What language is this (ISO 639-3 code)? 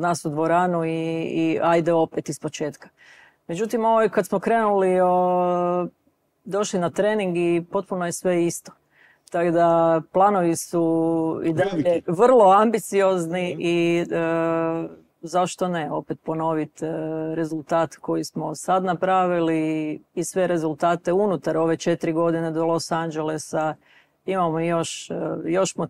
hrv